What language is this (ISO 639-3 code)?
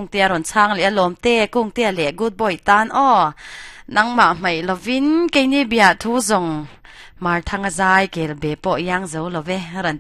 lus